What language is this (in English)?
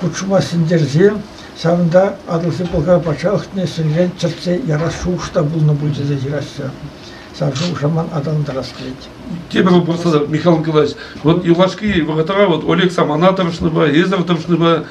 Chuvash